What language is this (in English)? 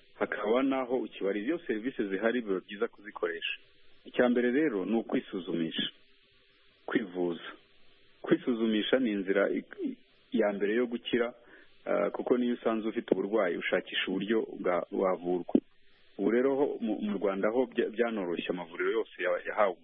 Kinyarwanda